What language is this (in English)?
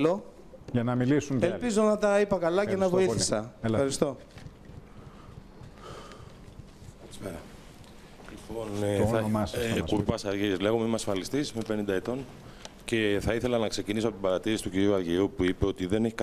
Greek